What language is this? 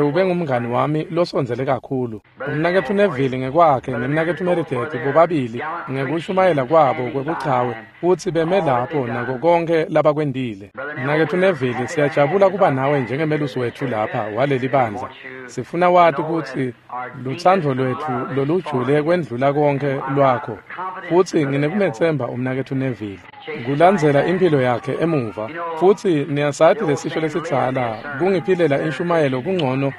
Swati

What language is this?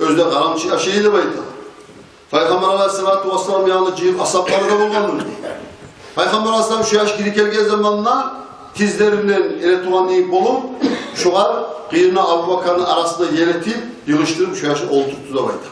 Kumyk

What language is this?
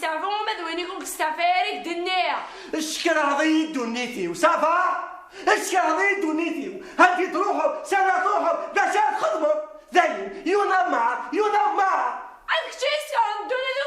Kabyle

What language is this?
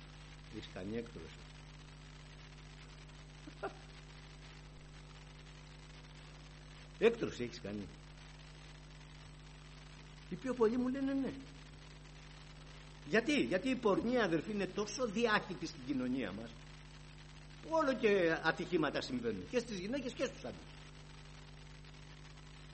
Greek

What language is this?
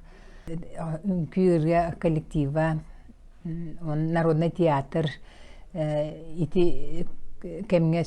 Yakut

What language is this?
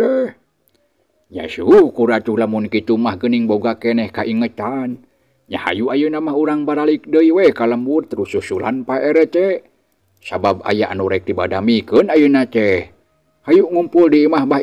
Sundanese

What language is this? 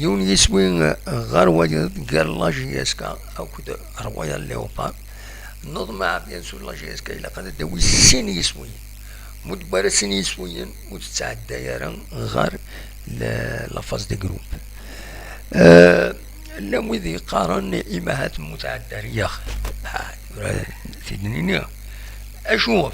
Kabyle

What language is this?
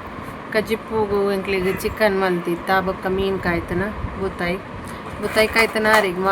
Tulu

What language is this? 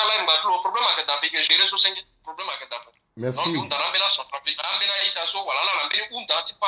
Sango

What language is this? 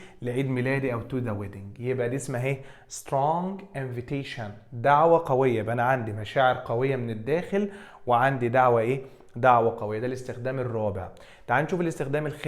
Egyptian Arabic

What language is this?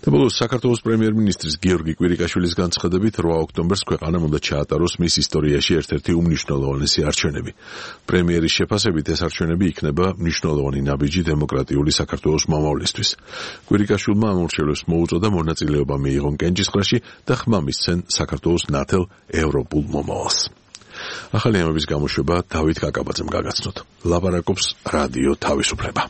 Georgian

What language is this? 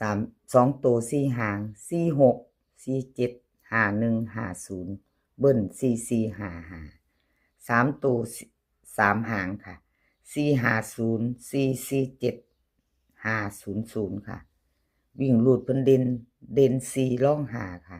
Northeastern Thai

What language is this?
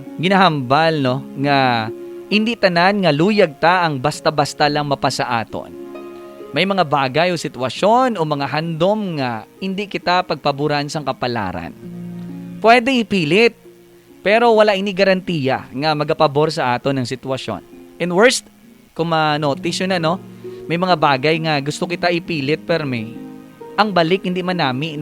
Hiligaynon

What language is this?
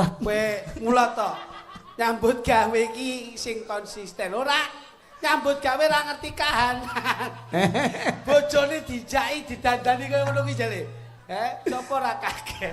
Javanese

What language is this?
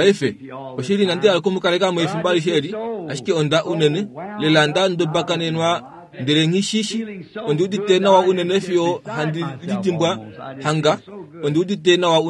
Kuanyama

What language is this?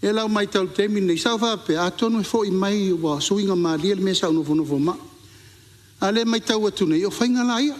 Samoan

